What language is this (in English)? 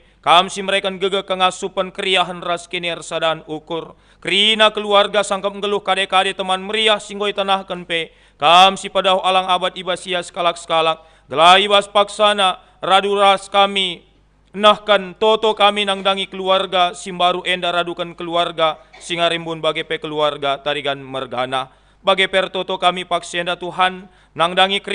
Batak Karo